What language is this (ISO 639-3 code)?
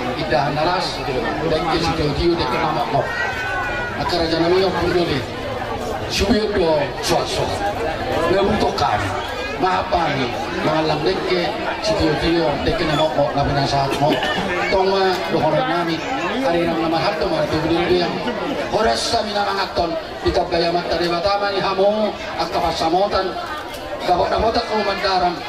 bbc